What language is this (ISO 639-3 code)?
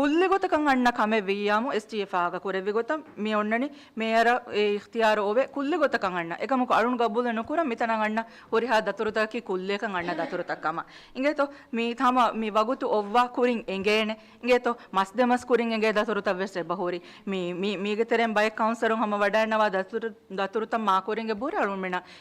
div